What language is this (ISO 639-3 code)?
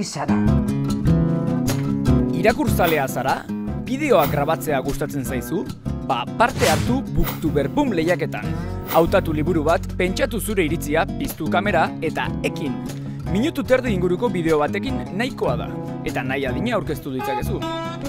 eus